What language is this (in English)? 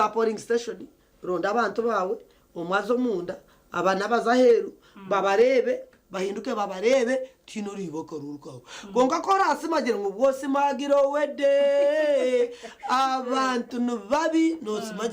Nyankole